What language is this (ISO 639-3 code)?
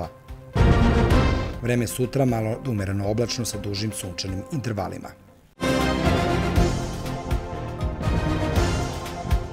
srp